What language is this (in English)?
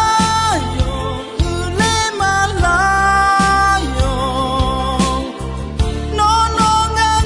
Akha